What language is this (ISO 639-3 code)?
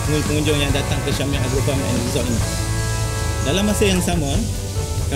msa